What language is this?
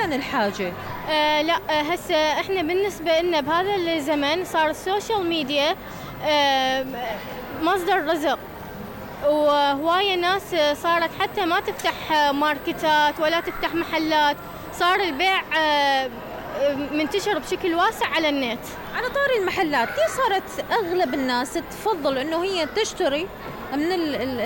Mesopotamian Arabic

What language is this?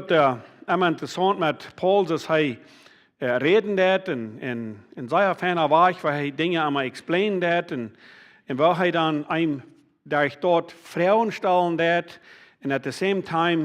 Plautdietsch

